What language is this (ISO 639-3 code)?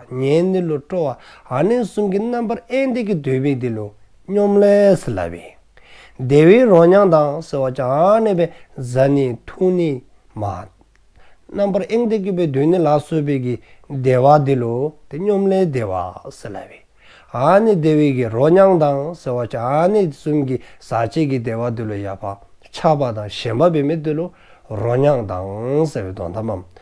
dzo